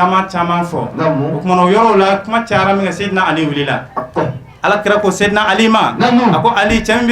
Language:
Bambara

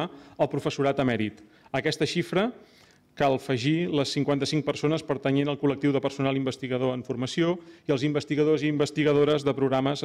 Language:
Catalan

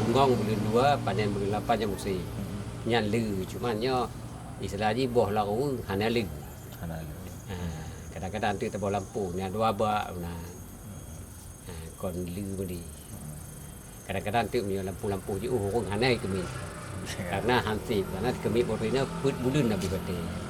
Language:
Achinese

